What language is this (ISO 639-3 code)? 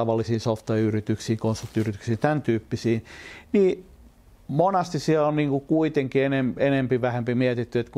fin